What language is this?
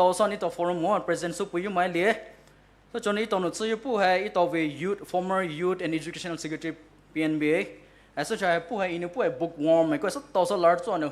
Poumei Naga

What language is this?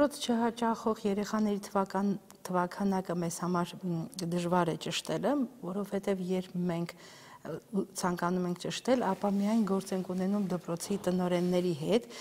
Armenian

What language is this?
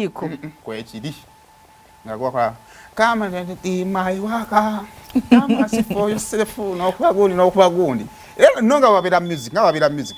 Ganda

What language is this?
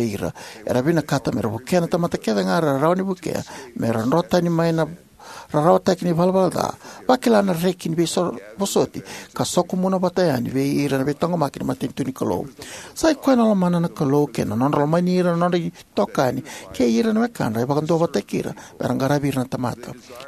Fijian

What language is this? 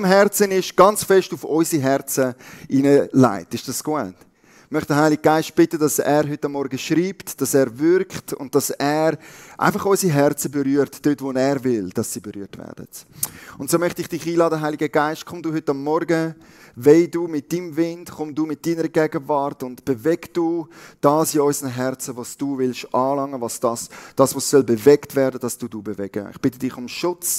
Swiss German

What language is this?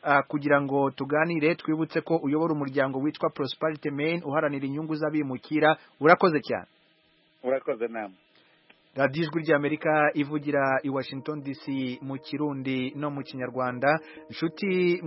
Kinyarwanda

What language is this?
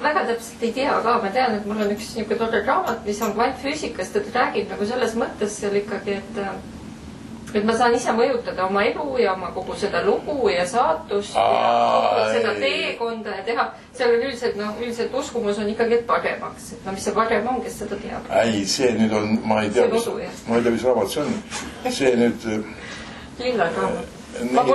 Estonian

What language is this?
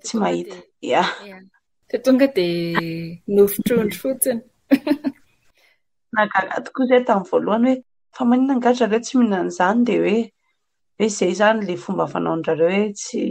Malagasy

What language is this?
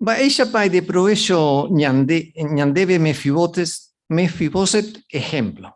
Guarani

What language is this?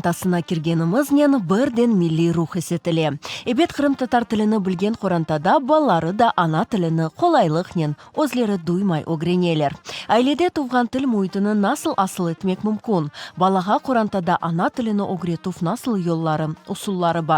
Crimean Tatar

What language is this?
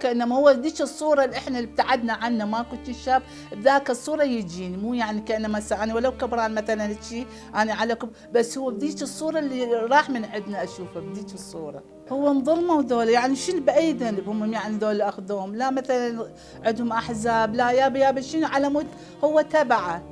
Mesopotamian Arabic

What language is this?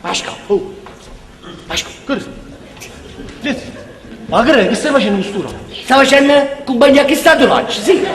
Neapolitan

